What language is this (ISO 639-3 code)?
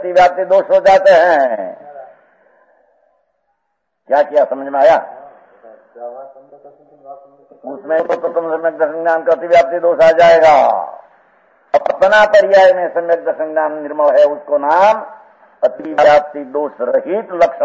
hin